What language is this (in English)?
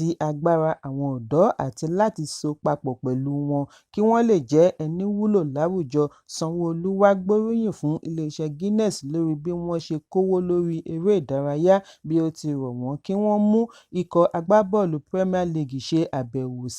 Yoruba